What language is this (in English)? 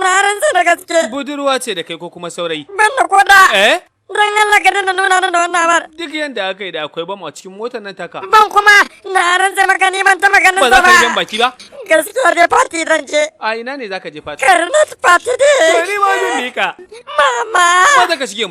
Hausa